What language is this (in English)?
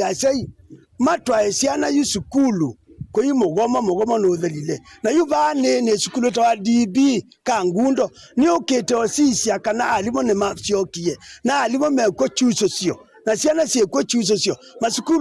Kamba